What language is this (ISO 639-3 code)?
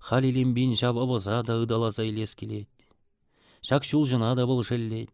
chv